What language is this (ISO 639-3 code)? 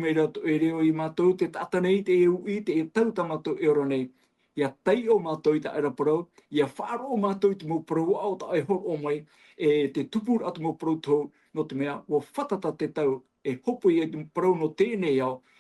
tah